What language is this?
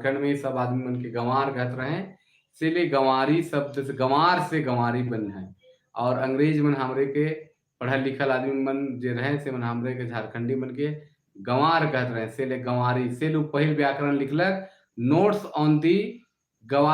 Sadri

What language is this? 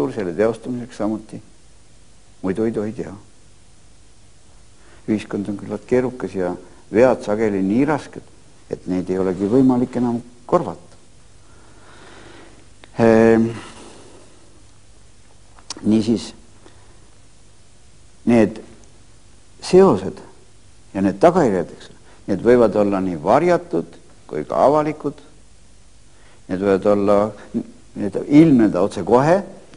Estonian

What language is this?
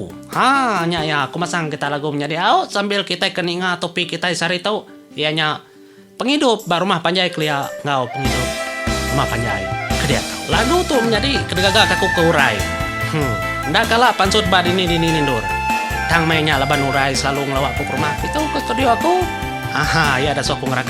Iban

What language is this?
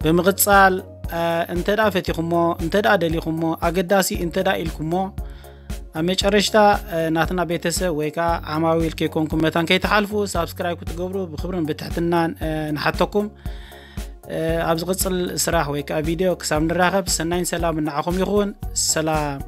Tigrinya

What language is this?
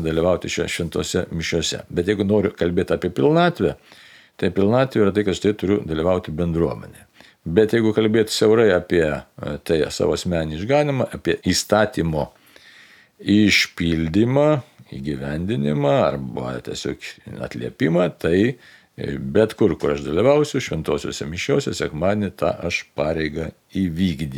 Lithuanian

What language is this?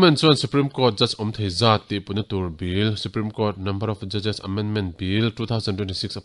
Mizo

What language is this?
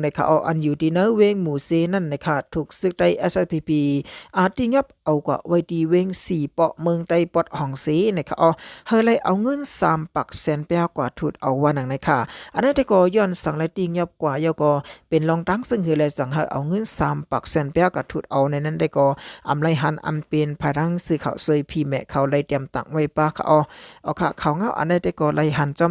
Shan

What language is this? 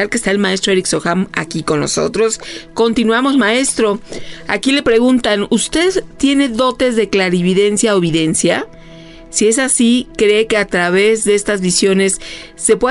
Spanish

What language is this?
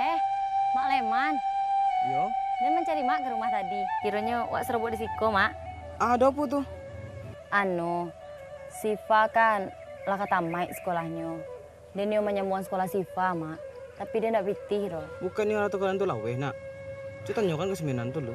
Minangkabau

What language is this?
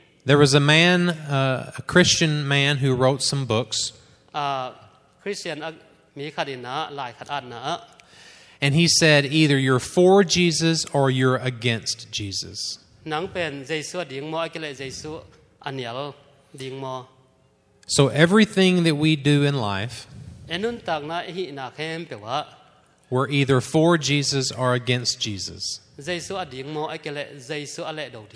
Tedim Chin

